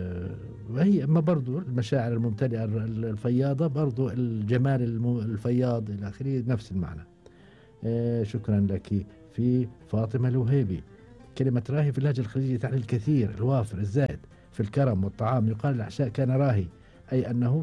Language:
Gulf Arabic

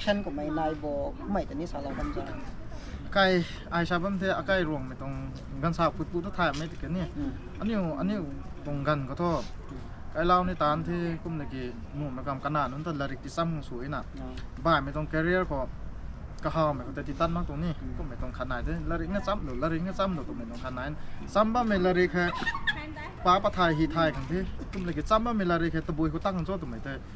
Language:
Rongmei Naga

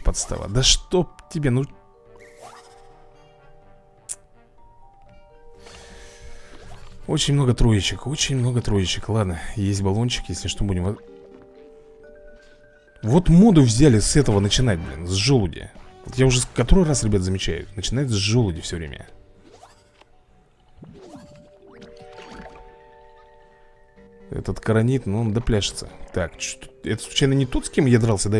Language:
Russian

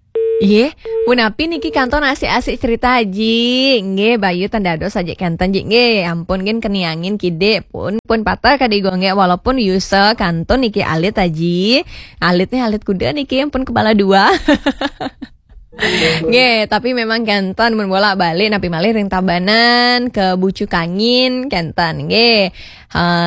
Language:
Balinese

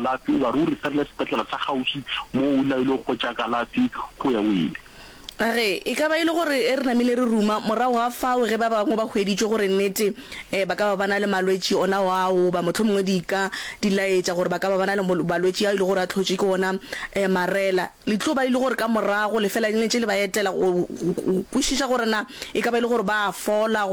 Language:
Northern Sotho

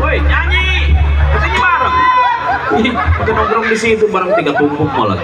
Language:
Betawi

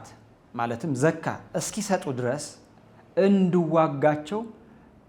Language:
Amharic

